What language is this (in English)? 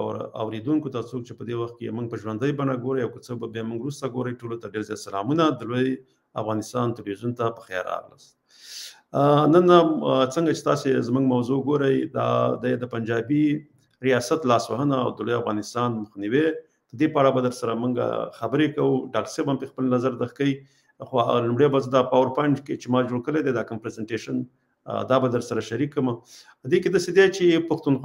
Pashto